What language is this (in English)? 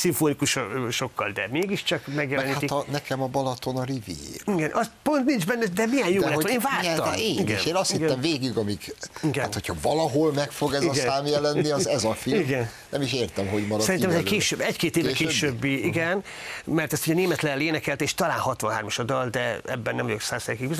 Hungarian